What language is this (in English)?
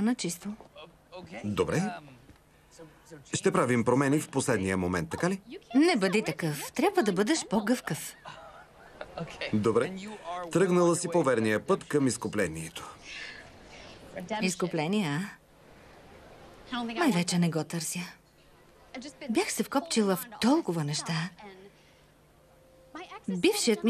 Bulgarian